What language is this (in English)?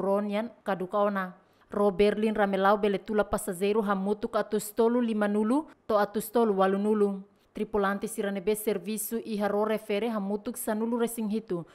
Tetum